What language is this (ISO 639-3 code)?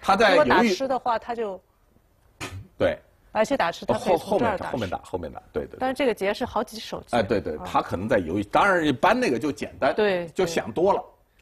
zho